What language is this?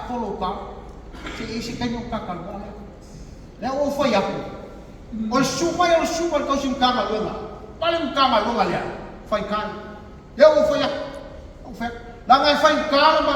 Samoan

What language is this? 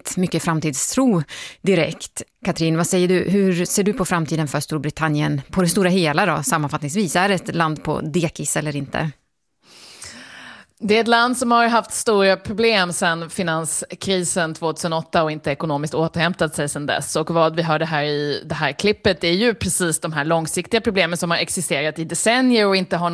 Swedish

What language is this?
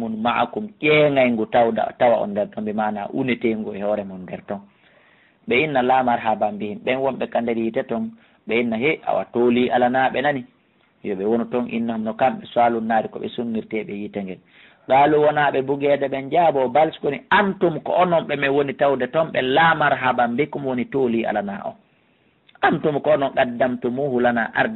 Fula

